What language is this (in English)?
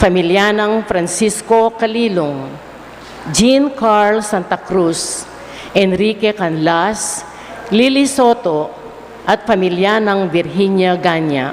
Pampanga